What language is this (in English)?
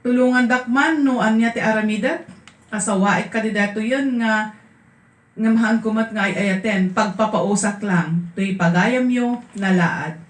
Iloko